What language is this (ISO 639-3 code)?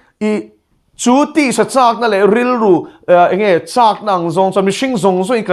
lus